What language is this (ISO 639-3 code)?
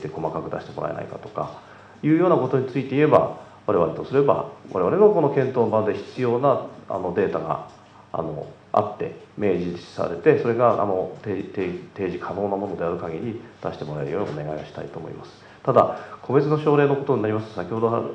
jpn